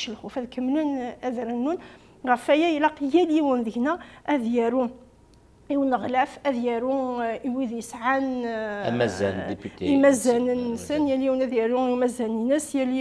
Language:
Kabyle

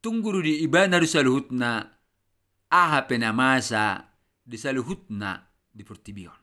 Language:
Batak Toba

